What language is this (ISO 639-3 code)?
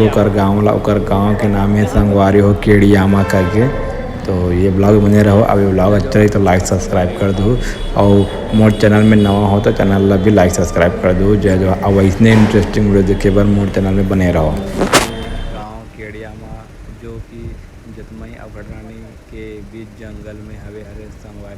hne